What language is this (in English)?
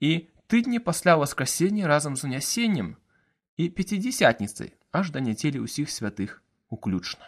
Belarusian